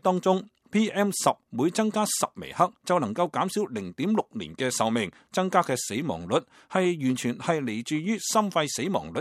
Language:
Cantonese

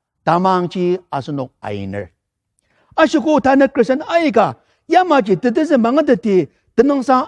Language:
Ao Naga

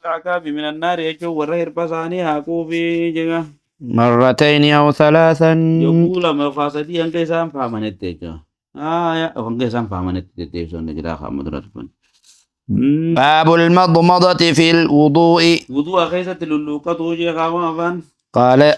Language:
Oromo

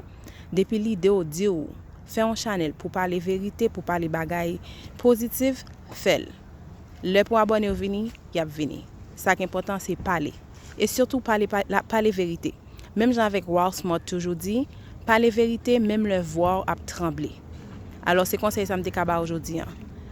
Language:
Haitian Creole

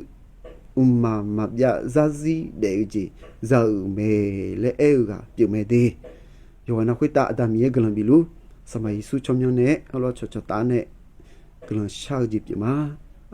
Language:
Akha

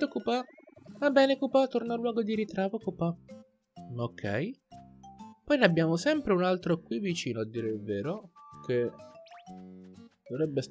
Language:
Italian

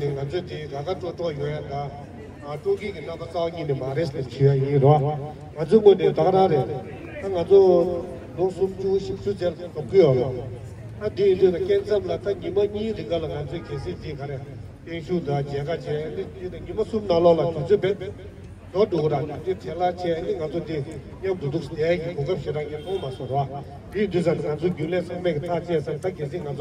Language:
Tibetan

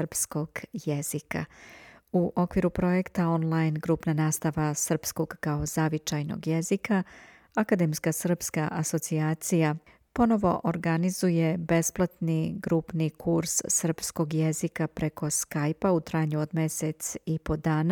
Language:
Serbian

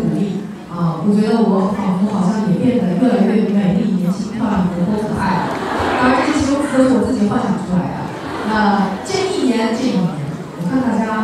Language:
Chinese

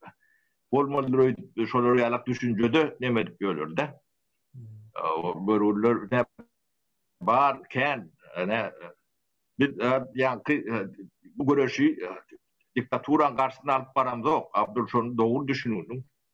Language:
Turkmen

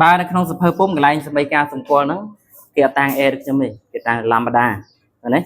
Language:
Khmer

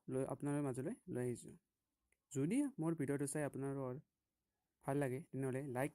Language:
Assamese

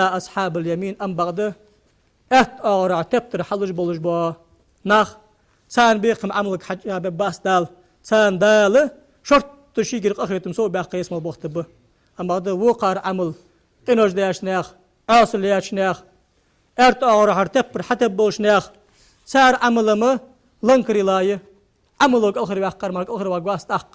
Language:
Ingush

